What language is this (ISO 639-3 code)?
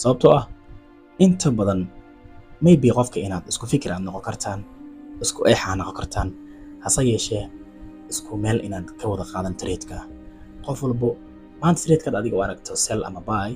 som